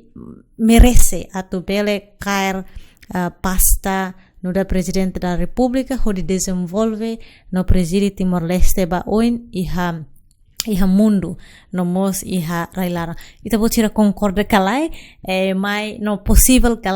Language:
Tetum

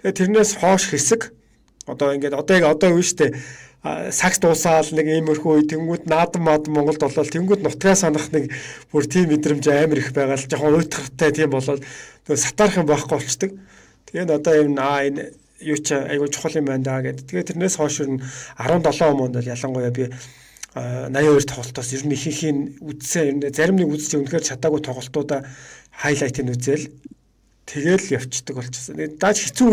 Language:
Mongolian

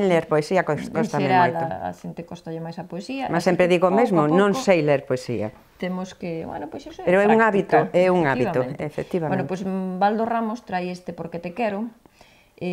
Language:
Galician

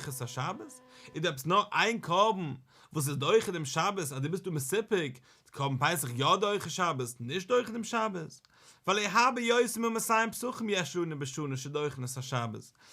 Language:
Yiddish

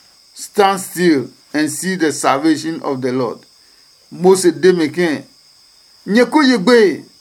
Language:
Adangme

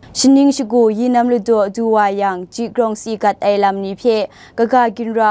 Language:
Kachin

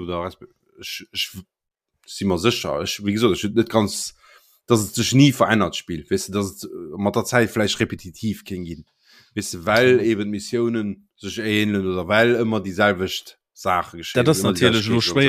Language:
Luxembourgish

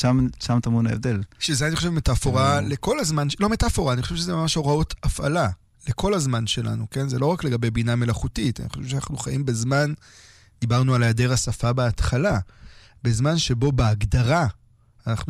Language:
Hebrew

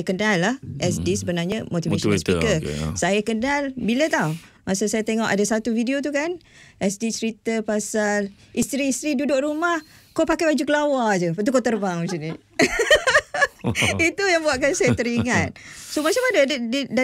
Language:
Malay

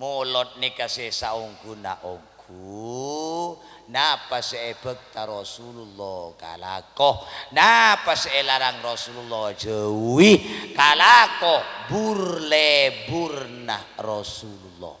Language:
Madurese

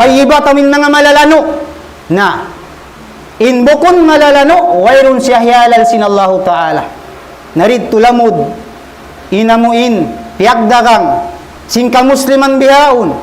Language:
Tausug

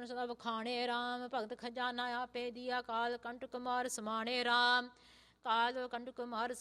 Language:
Punjabi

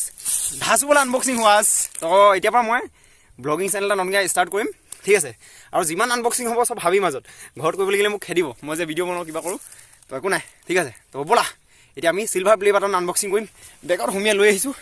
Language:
Assamese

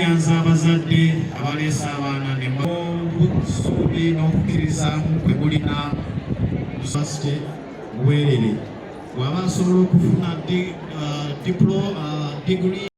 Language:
Ganda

